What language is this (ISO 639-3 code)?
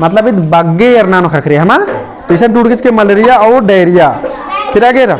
kru